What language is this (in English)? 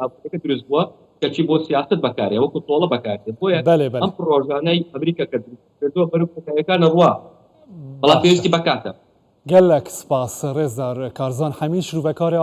Central Kurdish